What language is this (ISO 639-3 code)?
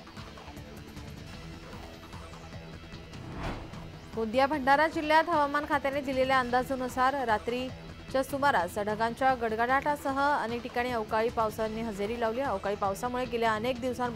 mar